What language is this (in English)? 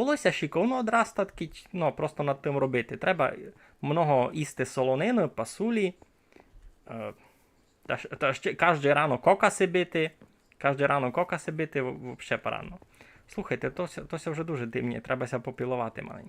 Rusyn